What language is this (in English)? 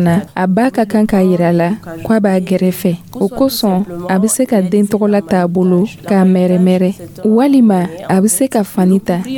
Dyula